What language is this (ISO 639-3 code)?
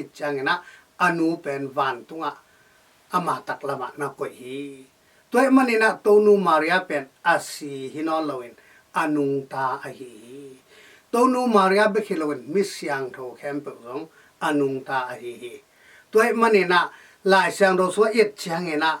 ctd